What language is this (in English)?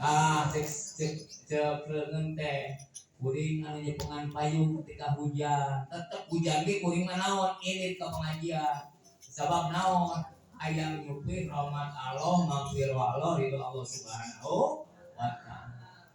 Sundanese